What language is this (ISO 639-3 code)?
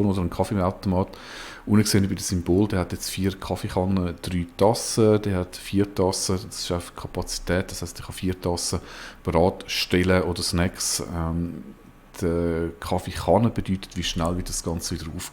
gsw